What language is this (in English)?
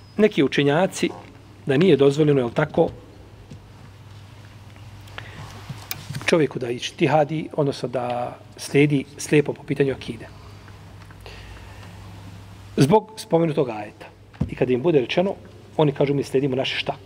Bosnian